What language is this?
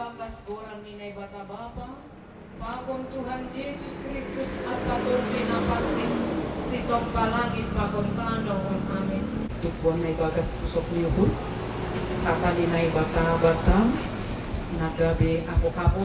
Batak Simalungun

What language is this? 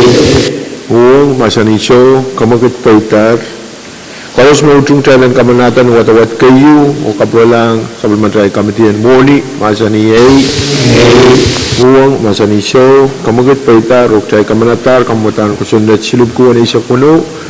Pohnpeian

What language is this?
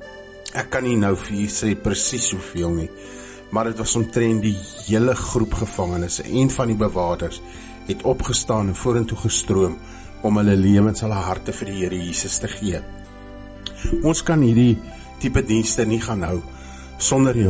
Afrikaans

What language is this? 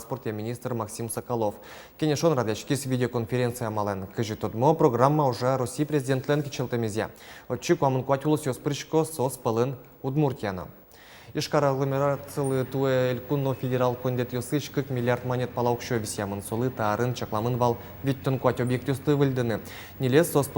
Udmurt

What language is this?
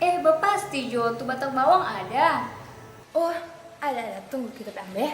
Manado Malay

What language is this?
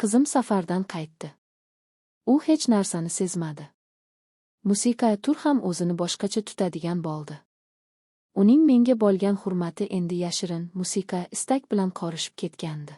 Uzbek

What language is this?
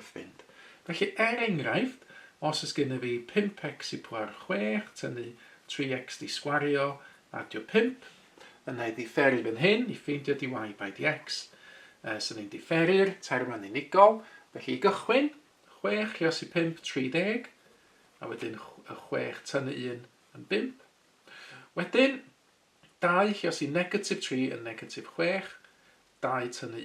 Welsh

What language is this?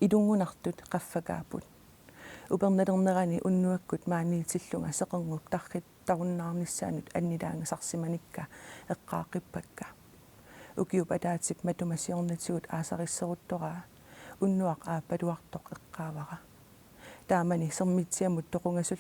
Kalaallisut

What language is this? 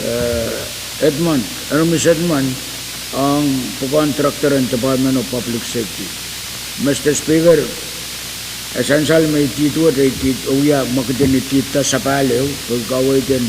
Pohnpeian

